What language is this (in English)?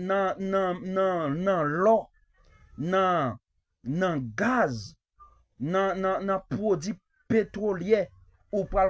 Haitian Creole